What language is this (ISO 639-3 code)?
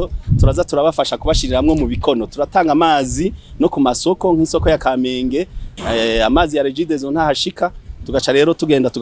run